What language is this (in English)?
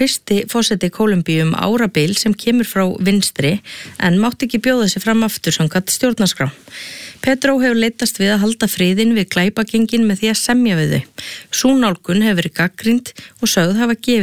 Icelandic